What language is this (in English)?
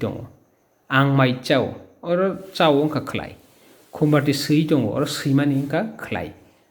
Kok Borok